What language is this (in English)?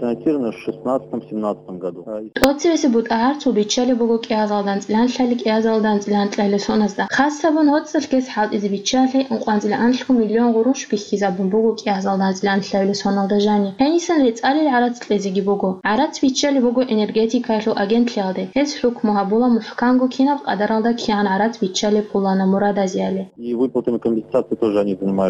Avaric